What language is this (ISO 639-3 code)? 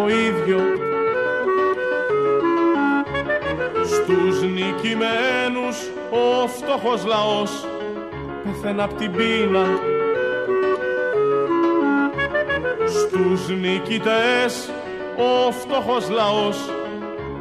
ell